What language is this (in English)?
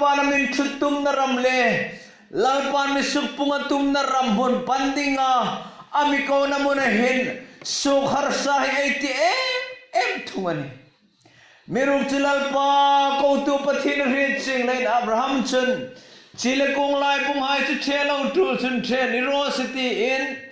Hmar